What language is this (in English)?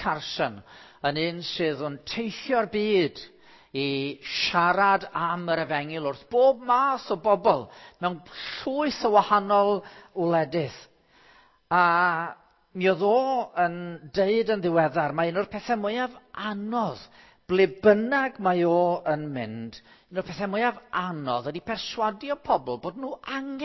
Welsh